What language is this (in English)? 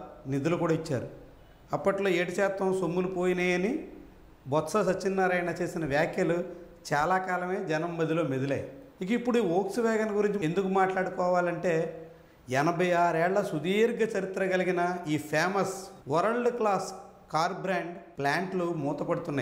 Telugu